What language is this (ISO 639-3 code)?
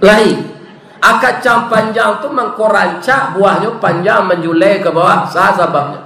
min